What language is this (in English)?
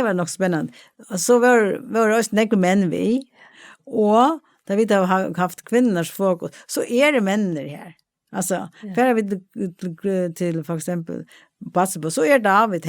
Faroese